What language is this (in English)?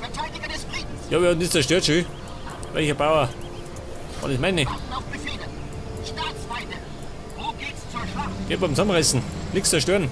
Bavarian